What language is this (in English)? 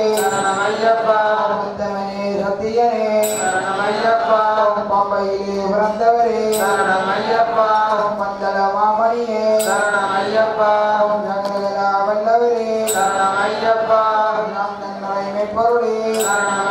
Tamil